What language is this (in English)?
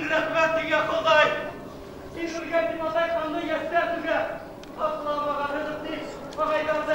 Bashkir